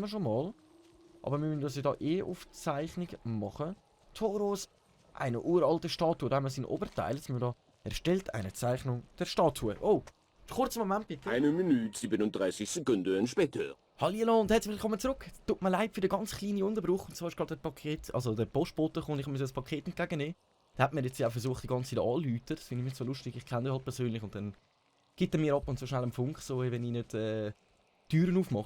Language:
Swiss German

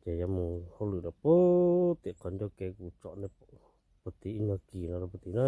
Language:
Hmong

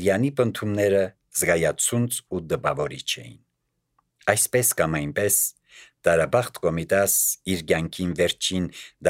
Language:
Armenian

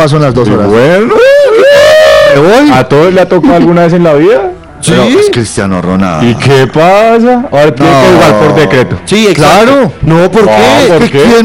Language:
Spanish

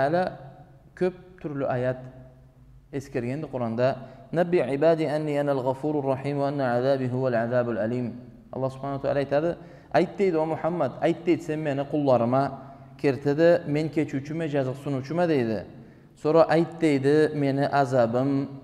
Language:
Karachay-Balkar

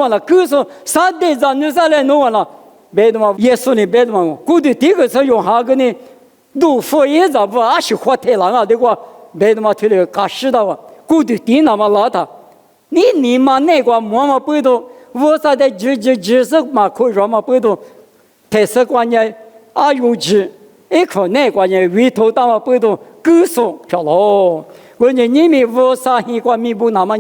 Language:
Lisu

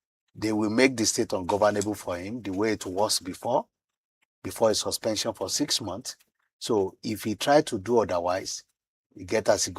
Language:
Nigerian Pidgin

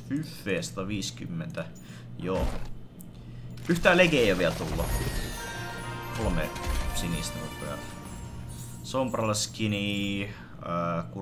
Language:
Finnish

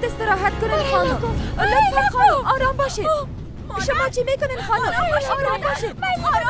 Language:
Persian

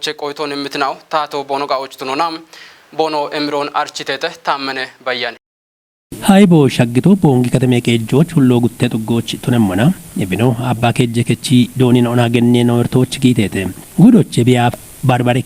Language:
Kafa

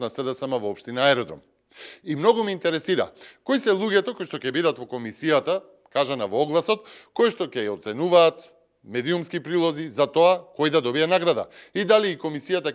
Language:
Macedonian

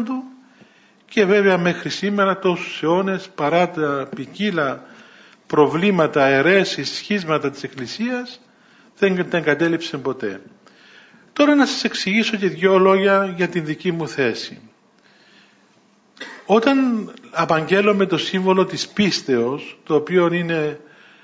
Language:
Greek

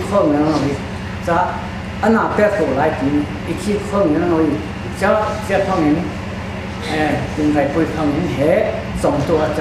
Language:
Falam Chin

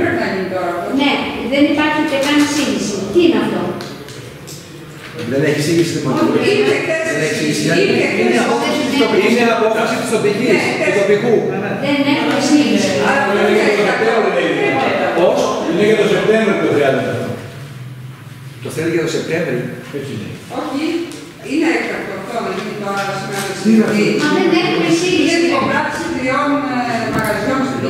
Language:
Greek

